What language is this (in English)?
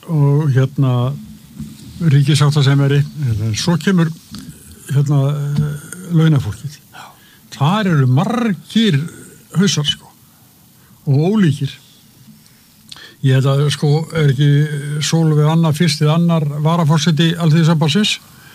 Icelandic